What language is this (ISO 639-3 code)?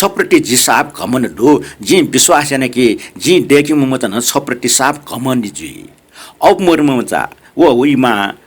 new